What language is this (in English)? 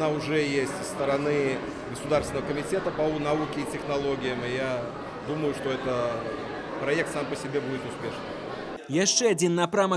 Belarusian